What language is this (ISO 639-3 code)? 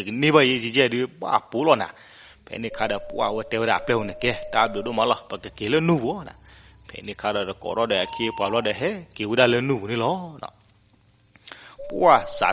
ksw